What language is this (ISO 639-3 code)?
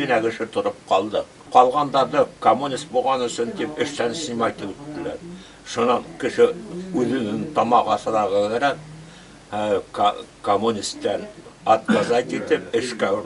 bak